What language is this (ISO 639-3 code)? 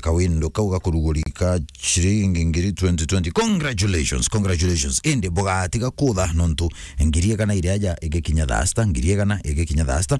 mer